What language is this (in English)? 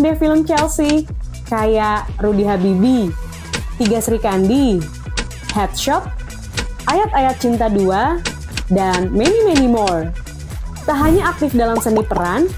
Indonesian